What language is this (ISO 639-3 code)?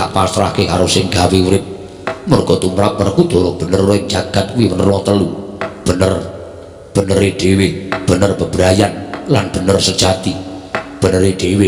jav